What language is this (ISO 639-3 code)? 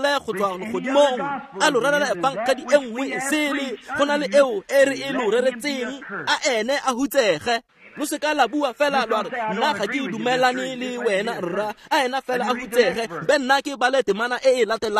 tsn